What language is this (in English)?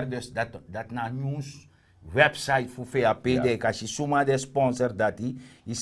Sranan Tongo